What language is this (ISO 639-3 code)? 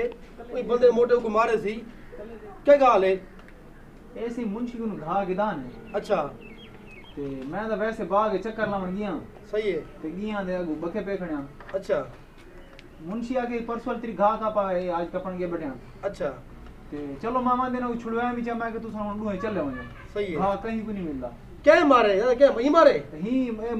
skr